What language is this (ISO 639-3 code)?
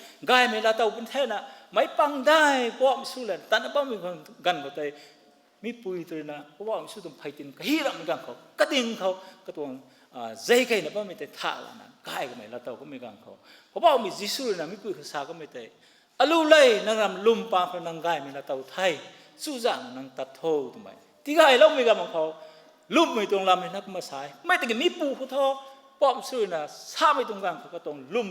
nbu